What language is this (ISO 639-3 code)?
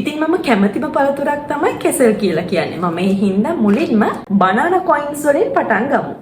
sin